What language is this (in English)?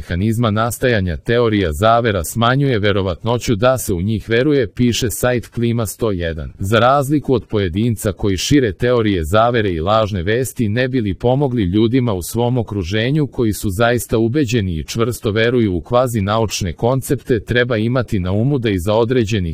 Serbian